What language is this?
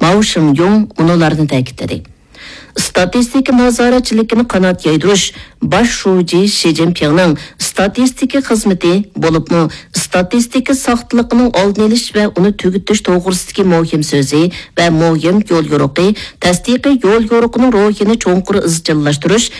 Uyghur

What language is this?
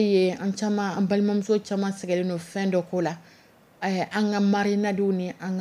Dyula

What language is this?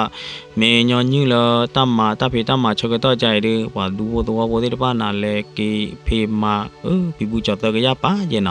S'gaw Karen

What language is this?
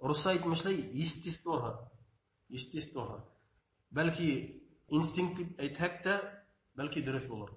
Bashkir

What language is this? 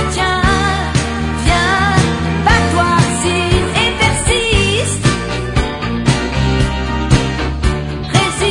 French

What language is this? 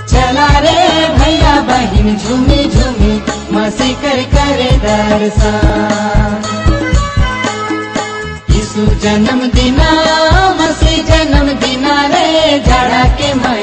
Sadri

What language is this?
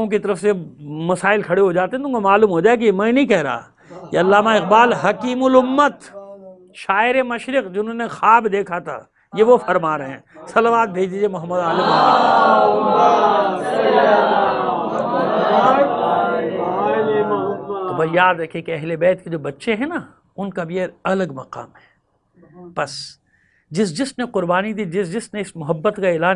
Urdu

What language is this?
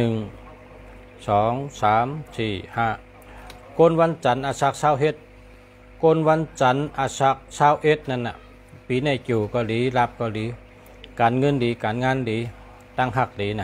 Shan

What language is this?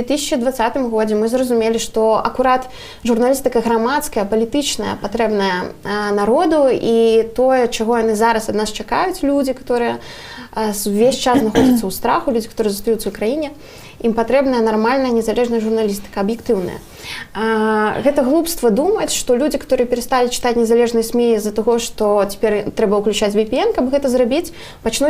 Belarusian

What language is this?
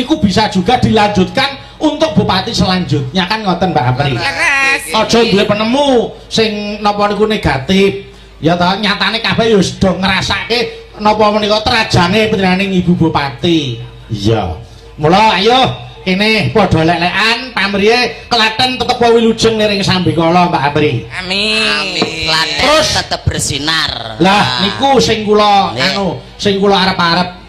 Javanese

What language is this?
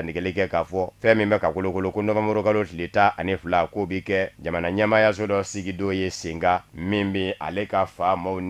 Bambara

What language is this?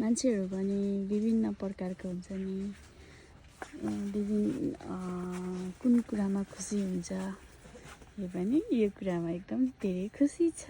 Nepali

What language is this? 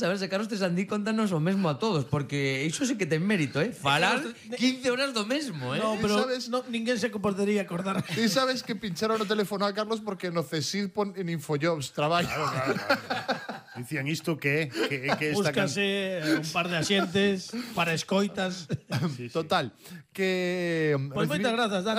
Galician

